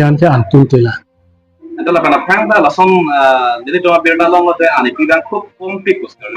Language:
Karbi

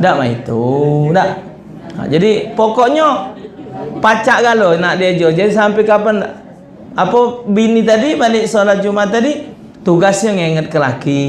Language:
Musi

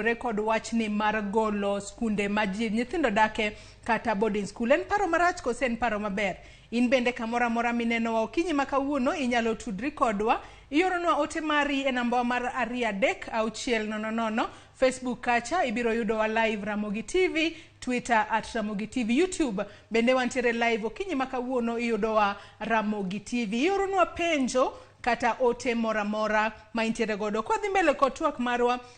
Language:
Luo (Kenya and Tanzania)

